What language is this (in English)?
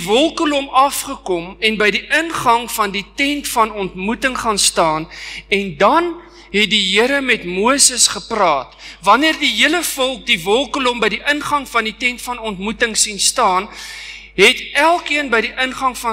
Afrikaans